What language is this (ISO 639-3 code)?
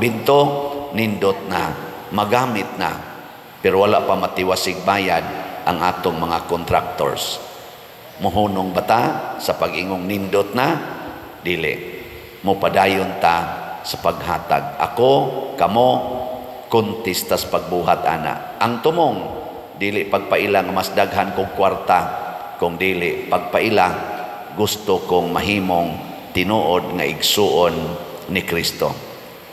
ceb